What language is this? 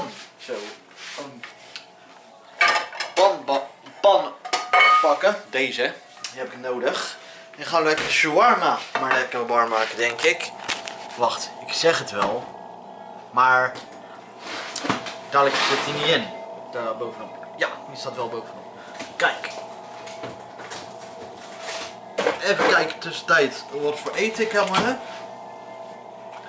Dutch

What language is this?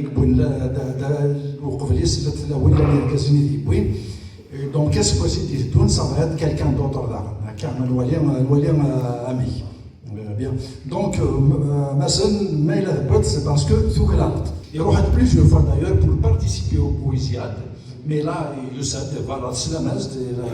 Kabyle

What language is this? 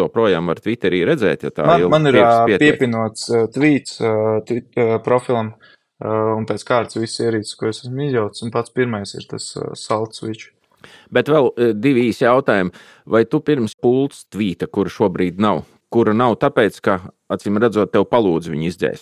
Latvian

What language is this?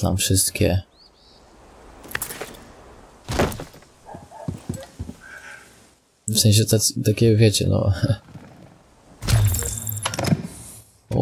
Polish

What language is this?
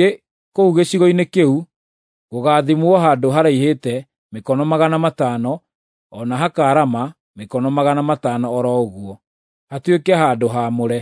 Kikuyu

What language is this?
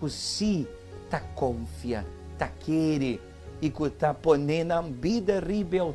Papiamento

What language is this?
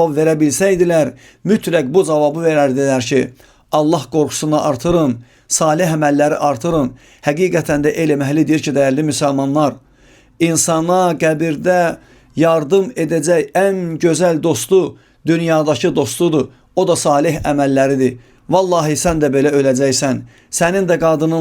Azerbaijani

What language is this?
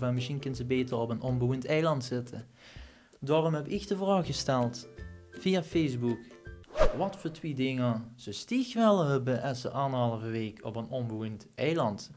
Limburgish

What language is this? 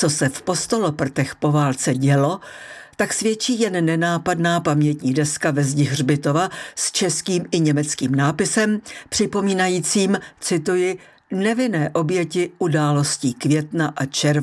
Czech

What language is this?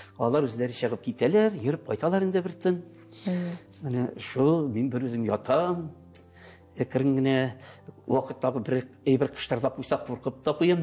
Tatar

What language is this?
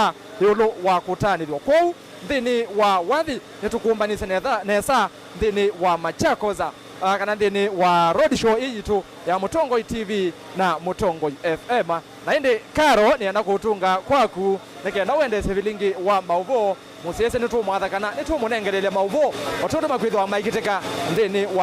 Kamba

